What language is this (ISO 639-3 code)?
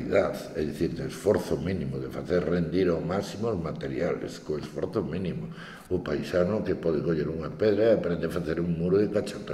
glg